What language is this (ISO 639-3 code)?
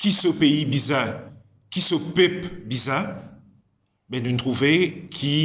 mfe